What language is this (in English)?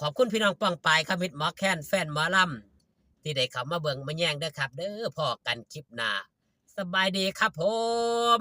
Northeastern Thai